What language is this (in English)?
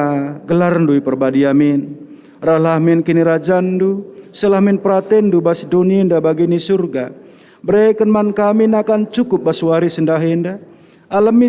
Batak Karo